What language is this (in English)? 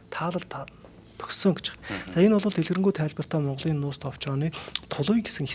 Mongolian